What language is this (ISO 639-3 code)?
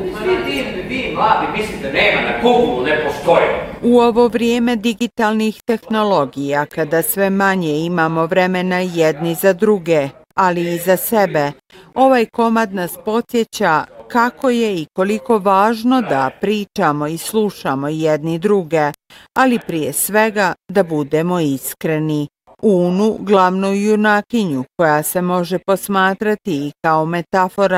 bos